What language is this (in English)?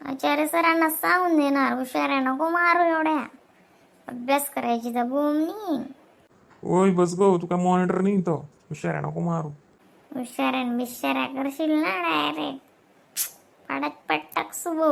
Khandesi